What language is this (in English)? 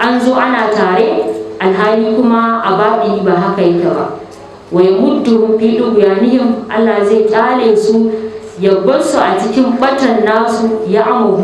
Hausa